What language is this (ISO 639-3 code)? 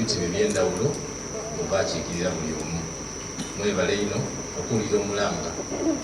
xog